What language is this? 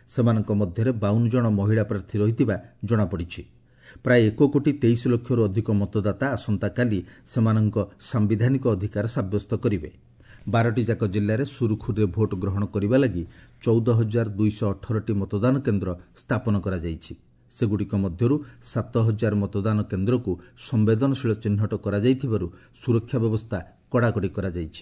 Odia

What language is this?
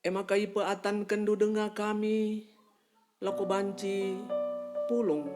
Batak Karo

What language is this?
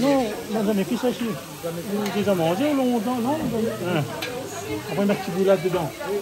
Réunion Creole French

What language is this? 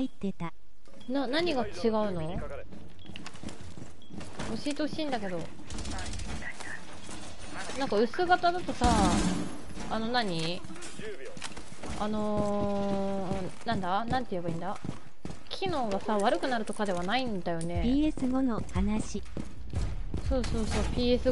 Japanese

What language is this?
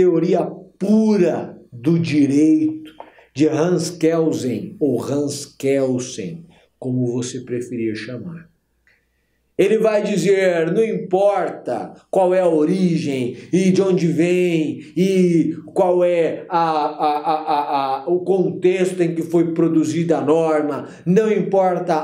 Portuguese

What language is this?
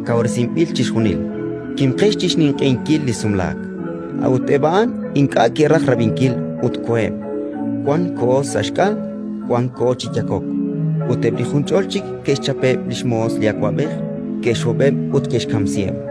Kekchí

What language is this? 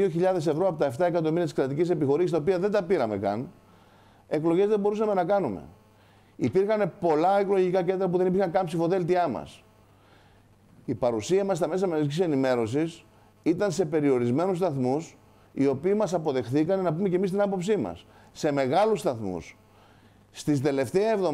Greek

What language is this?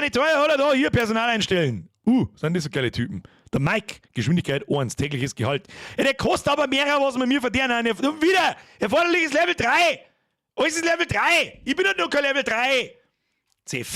Bavarian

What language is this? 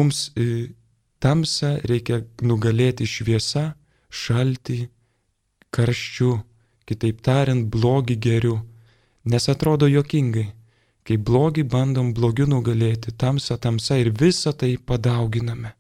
Lithuanian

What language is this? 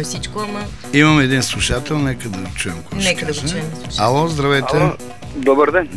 Bulgarian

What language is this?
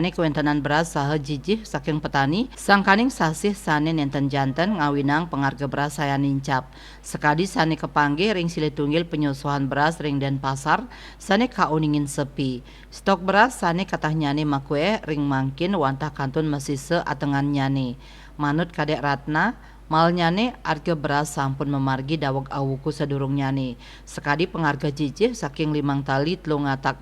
Balinese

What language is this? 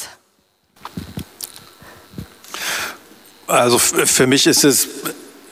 German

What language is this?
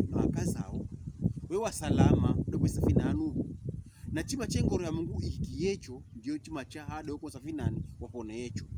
Pokomo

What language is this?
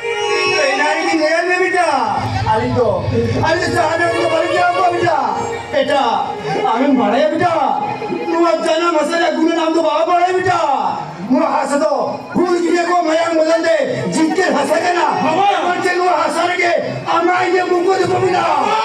Santali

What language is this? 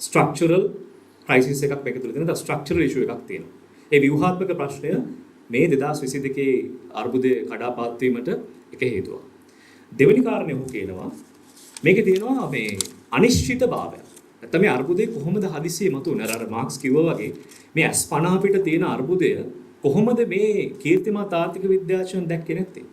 Sinhala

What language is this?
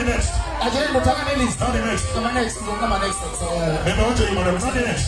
Luo (Kenya and Tanzania)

